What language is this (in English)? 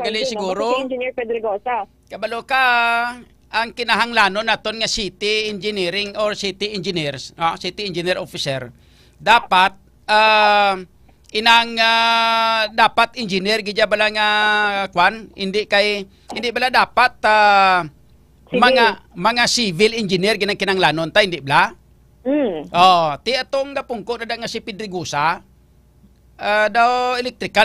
Hiligaynon